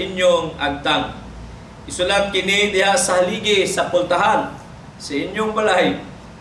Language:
Cebuano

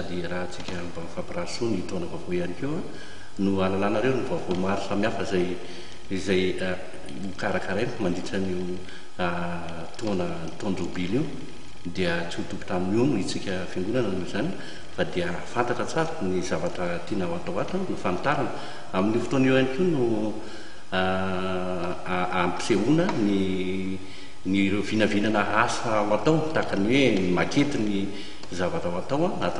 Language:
Malagasy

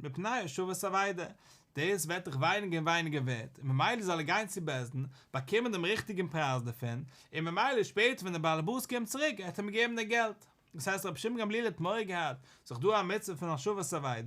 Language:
Yiddish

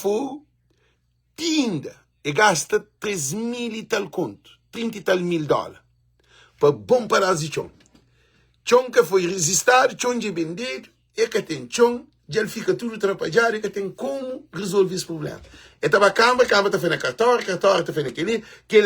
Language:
Kabuverdianu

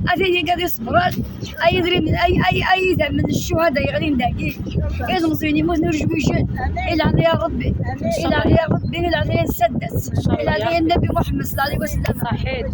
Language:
Kabyle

